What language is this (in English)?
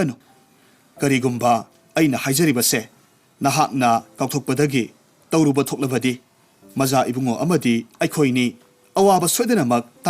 Manipuri